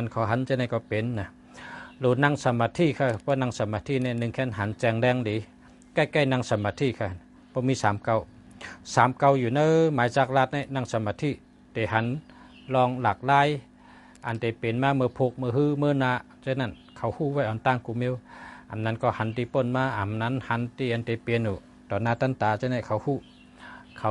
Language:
Shan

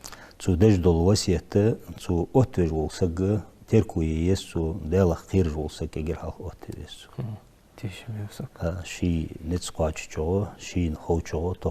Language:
Ingush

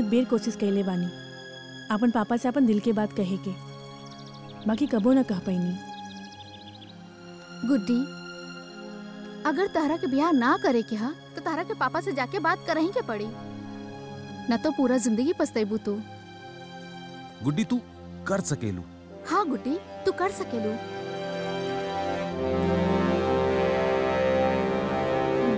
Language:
Bhojpuri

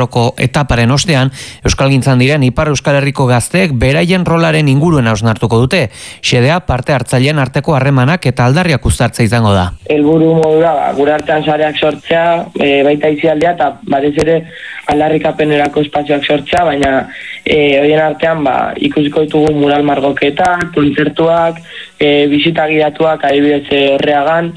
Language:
Basque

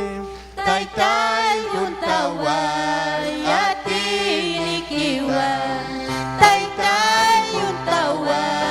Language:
Ayacucho Quechua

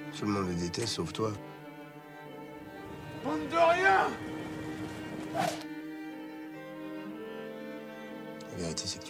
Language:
French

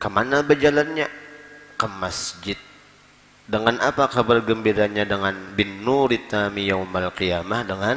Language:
Banjar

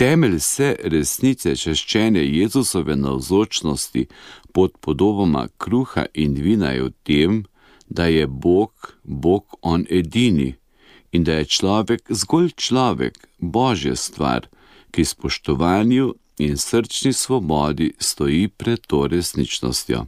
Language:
Slovenian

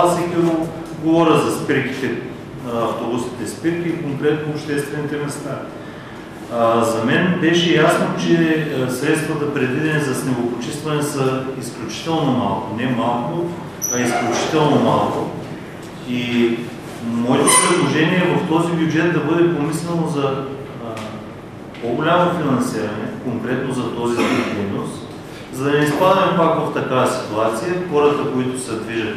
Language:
Bulgarian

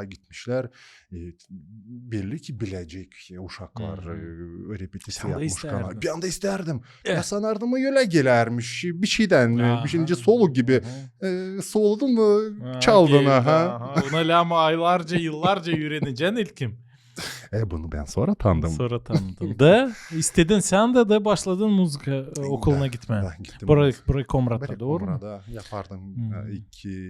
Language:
Gagauz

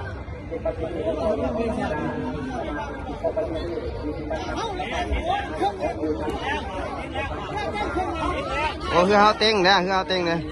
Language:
Lao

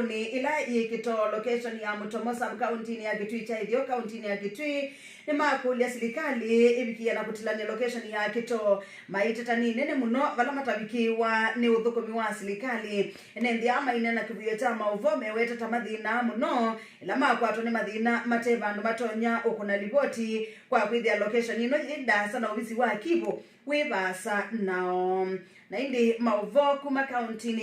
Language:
Kamba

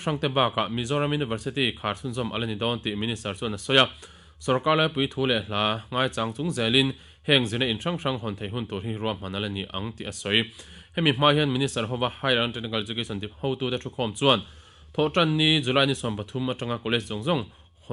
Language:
Mizo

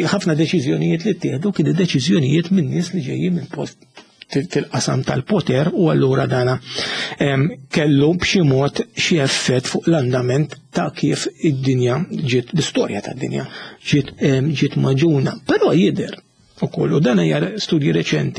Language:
Maltese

